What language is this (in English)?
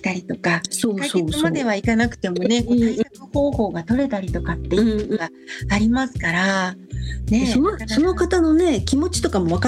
Japanese